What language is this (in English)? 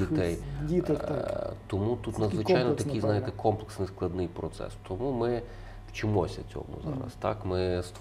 Ukrainian